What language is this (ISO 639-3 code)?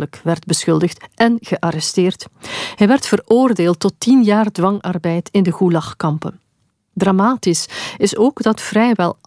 nld